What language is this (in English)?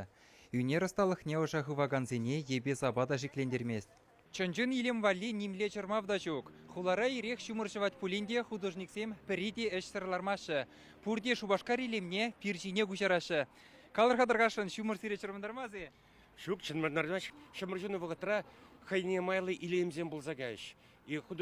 Chuvash